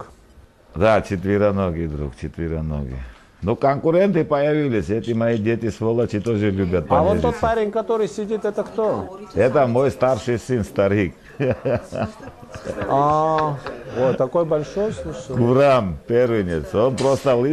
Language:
Russian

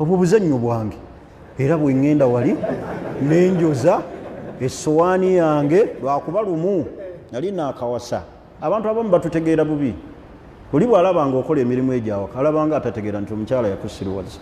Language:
Ganda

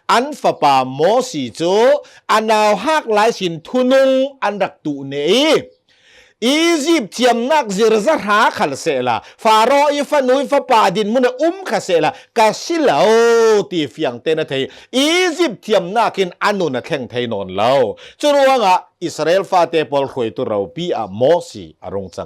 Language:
Hakha Chin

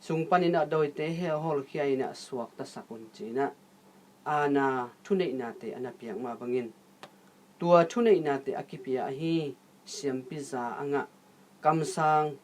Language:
Tedim Chin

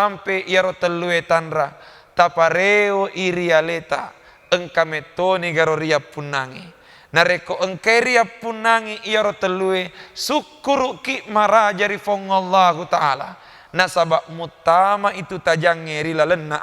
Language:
Buginese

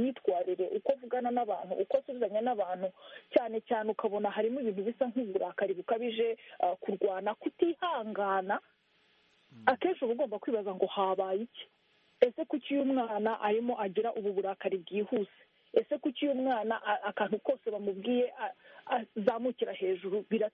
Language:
Kinyarwanda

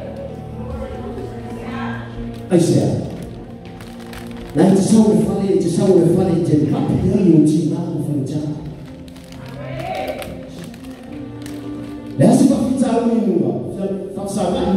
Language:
Samoan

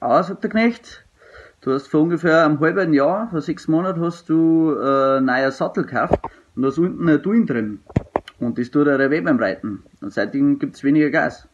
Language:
Bavarian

